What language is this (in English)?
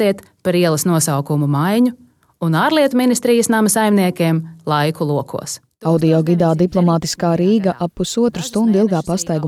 Latvian